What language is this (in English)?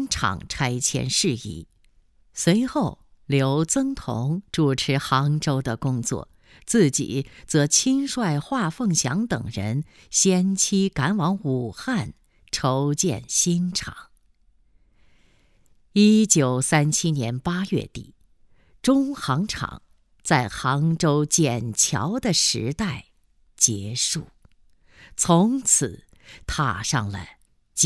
Chinese